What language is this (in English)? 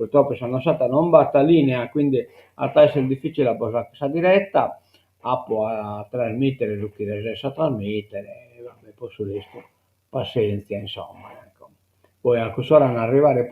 Sardinian